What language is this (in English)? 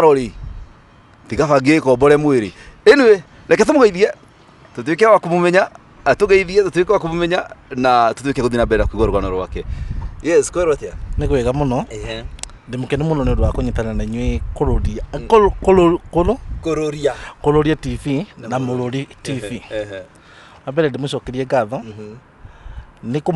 Kikuyu